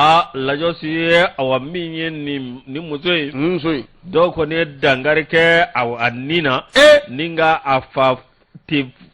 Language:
Bambara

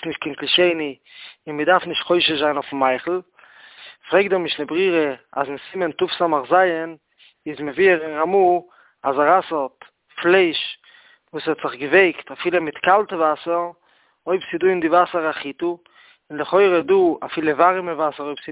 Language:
Yiddish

